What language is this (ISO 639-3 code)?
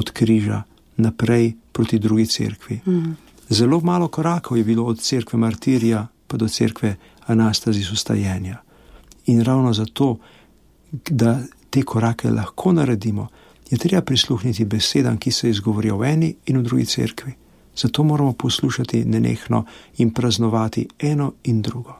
slv